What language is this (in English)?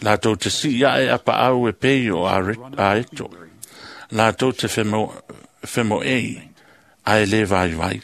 Samoan